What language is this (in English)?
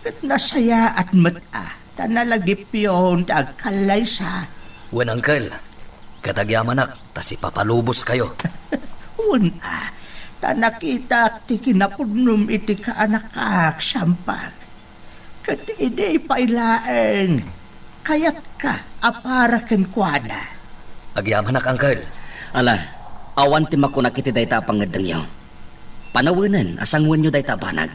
Iloko